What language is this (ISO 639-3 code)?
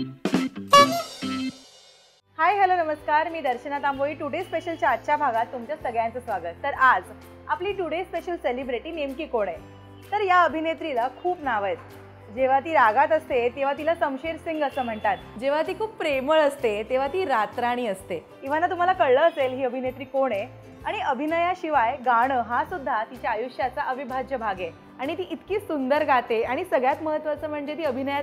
mar